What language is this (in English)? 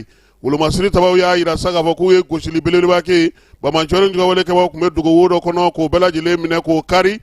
Bambara